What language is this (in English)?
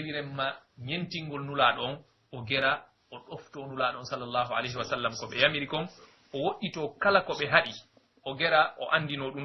Pular